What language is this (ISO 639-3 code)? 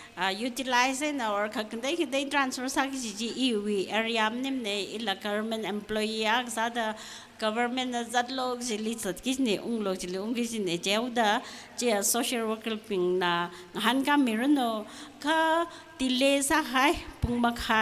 nmf